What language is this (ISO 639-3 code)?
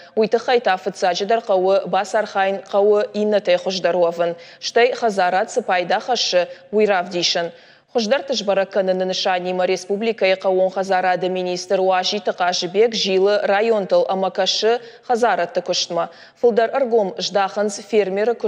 oss